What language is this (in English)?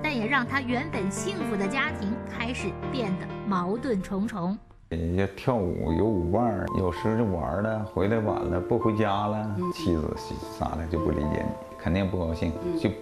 Chinese